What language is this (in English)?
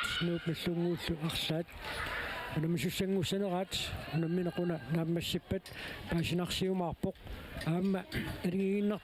Kalaallisut